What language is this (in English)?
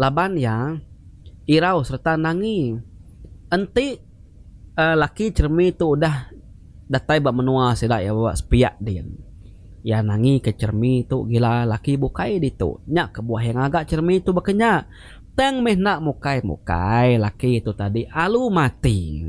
Iban